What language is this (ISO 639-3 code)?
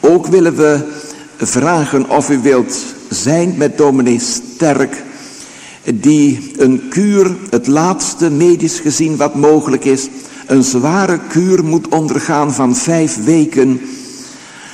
nld